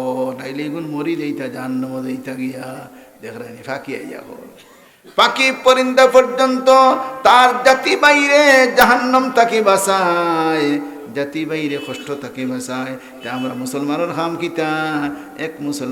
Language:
Sylheti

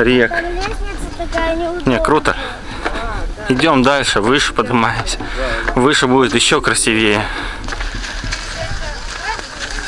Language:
Russian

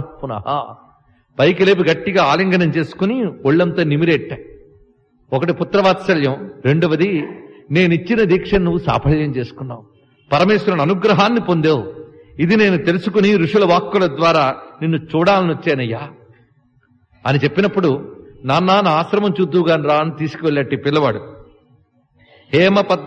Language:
Telugu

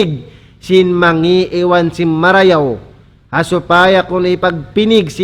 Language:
Tausug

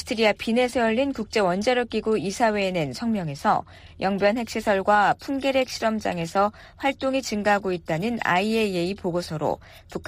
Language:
Korean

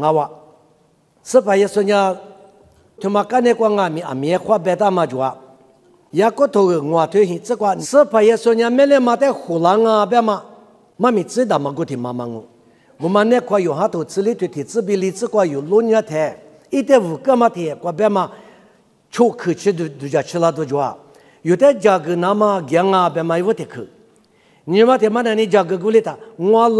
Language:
Lisu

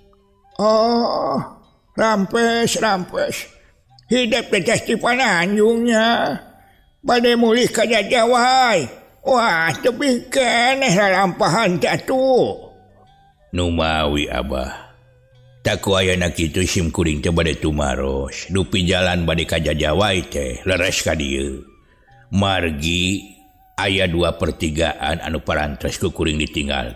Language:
Sundanese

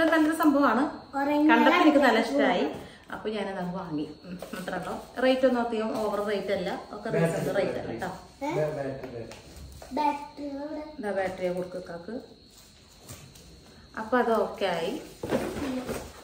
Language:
Malayalam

